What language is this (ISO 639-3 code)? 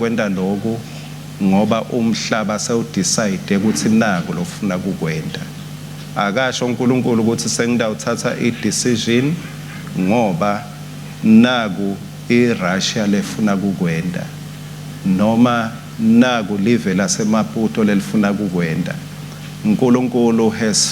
ssw